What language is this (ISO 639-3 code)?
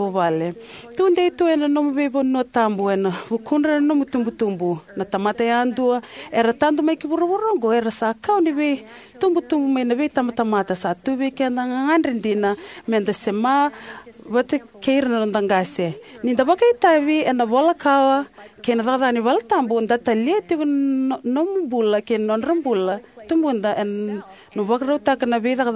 fij